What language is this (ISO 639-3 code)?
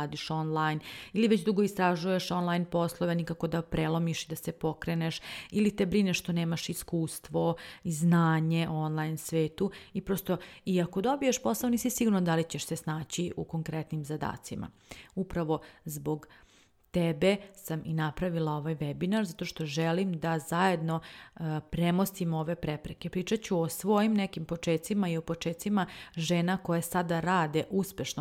srp